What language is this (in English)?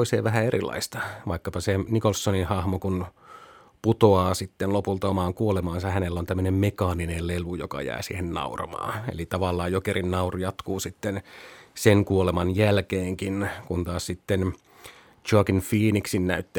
Finnish